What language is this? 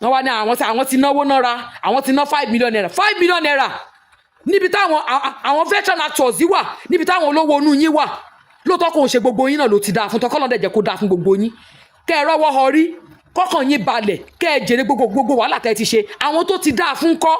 Yoruba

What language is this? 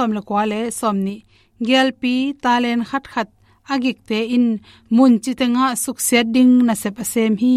Tedim Chin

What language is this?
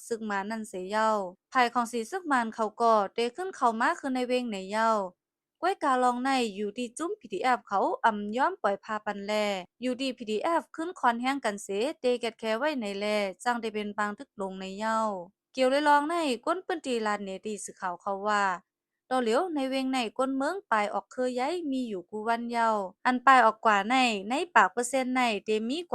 Shan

